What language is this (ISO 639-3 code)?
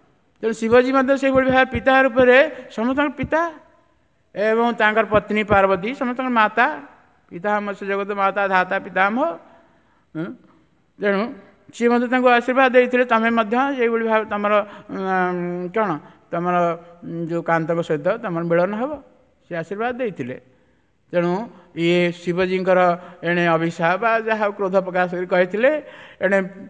ori